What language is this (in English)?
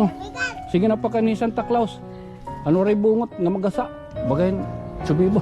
Waray